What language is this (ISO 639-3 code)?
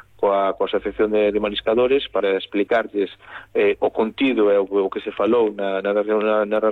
glg